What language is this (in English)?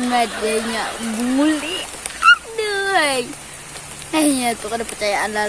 Banjar